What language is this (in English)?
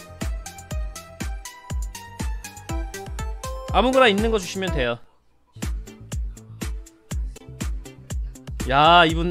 Korean